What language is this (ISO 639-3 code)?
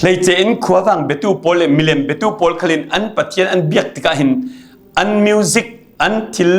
cfm